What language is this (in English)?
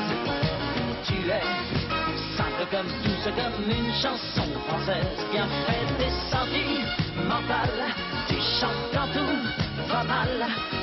French